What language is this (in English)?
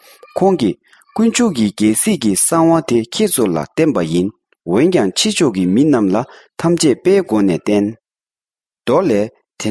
Tibetan